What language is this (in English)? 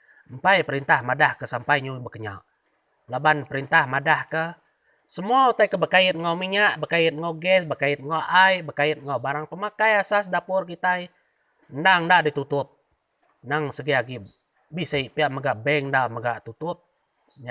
Iban